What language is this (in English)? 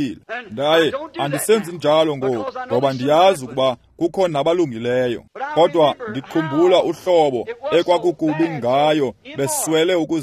Xhosa